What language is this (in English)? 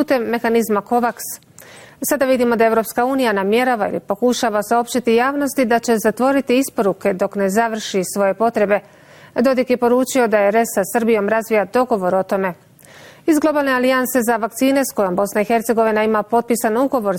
Bosnian